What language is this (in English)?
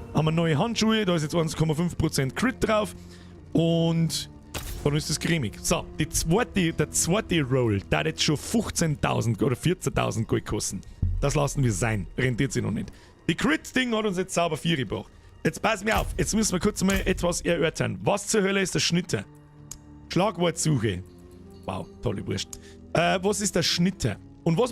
Bavarian